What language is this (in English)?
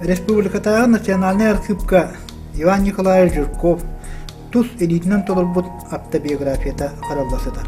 Yakut